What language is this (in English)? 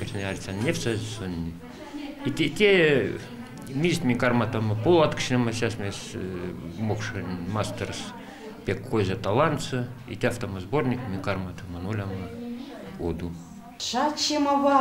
Moksha